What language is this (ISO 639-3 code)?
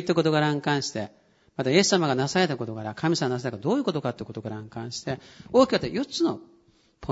jpn